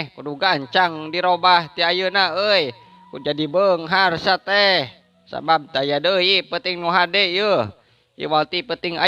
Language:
Sundanese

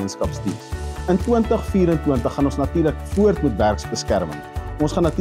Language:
Afrikaans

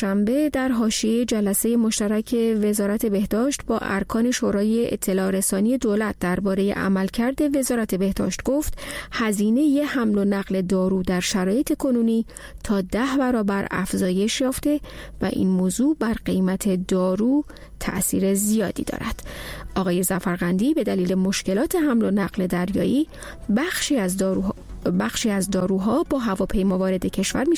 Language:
Persian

